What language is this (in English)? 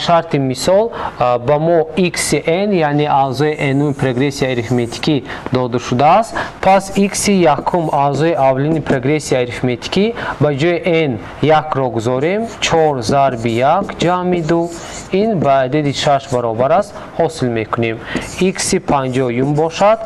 Tajik